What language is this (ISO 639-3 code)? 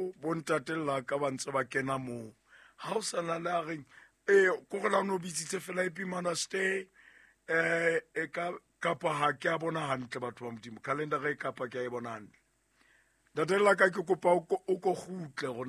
sot